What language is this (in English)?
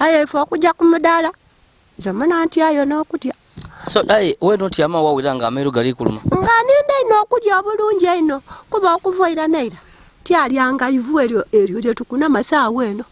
Ganda